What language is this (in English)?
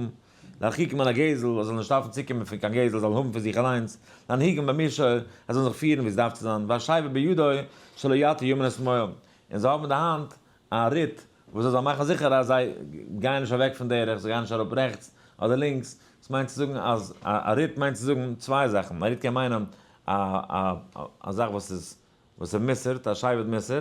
Yiddish